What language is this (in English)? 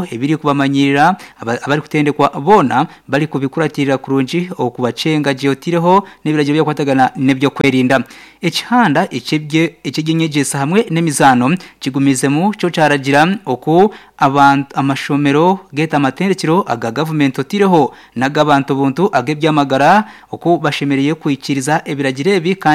Nyankole